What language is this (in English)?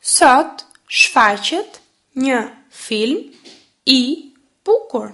Albanian